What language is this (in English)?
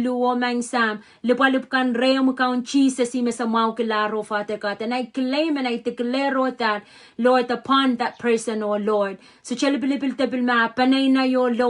Pohnpeian